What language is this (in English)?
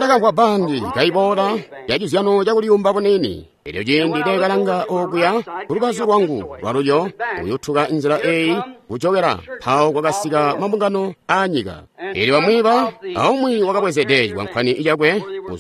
Tonga (Zambia)